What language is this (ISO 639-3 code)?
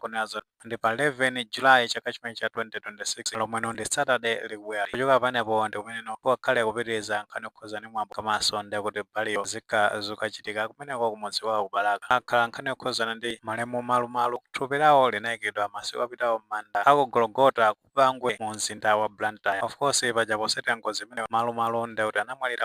nya